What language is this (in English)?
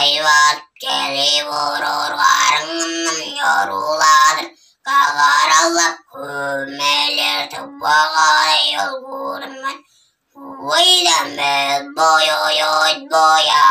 Tuvinian